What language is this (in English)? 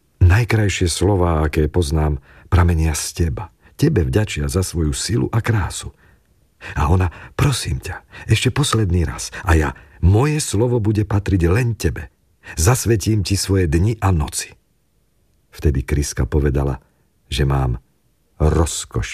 Slovak